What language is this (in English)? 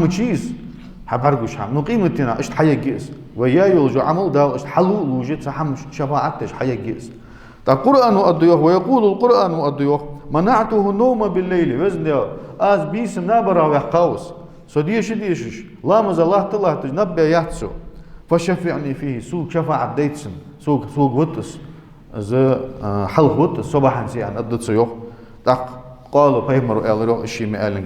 Ingush